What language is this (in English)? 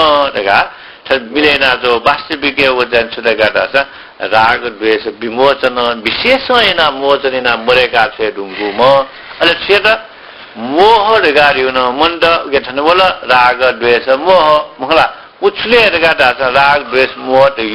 Newari